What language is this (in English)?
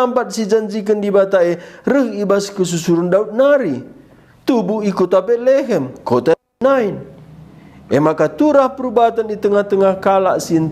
Batak Karo